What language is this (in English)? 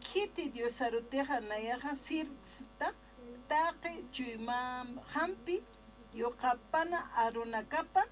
Aymara